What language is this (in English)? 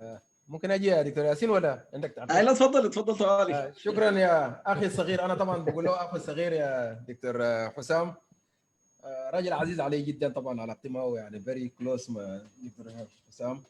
Sudanese Arabic